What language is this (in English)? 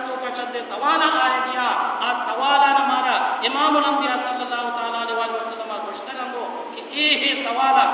Baluchi